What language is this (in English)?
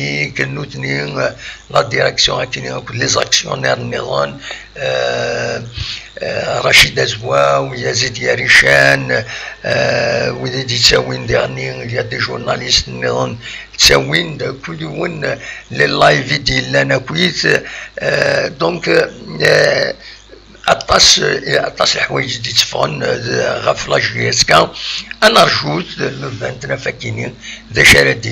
Kabyle